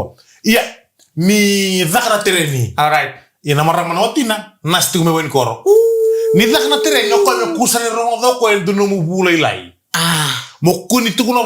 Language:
Fijian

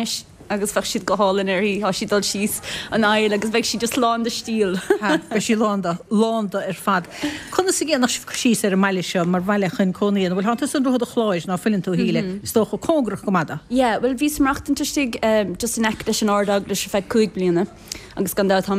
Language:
Irish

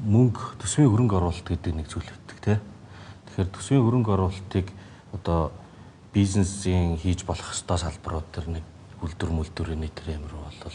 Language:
Mongolian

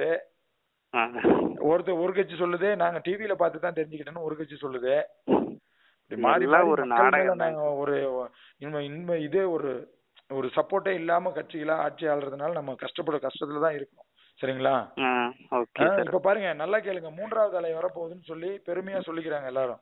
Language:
Tamil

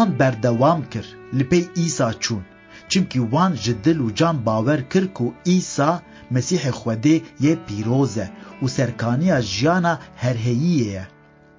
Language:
Kurdish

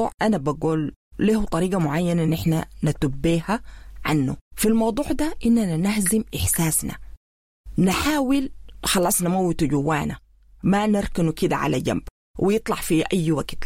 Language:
Sudanese Arabic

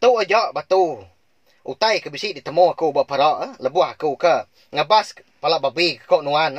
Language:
Iban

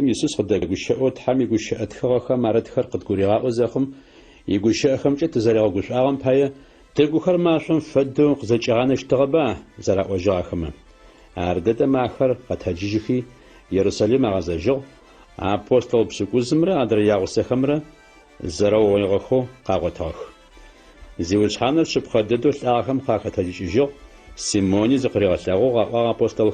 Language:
Adyghe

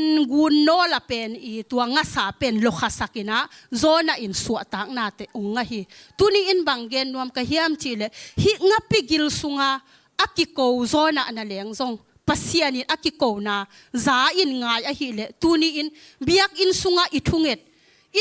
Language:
Tedim Chin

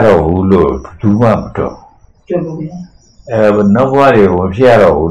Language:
Burmese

